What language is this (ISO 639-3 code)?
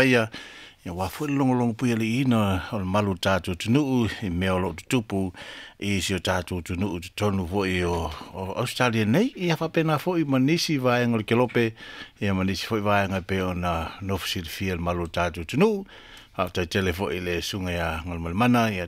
smo